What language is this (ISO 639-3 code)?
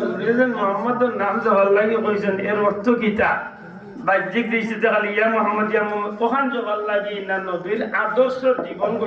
syl